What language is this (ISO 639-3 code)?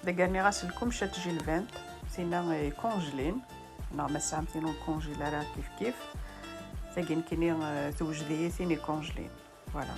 kab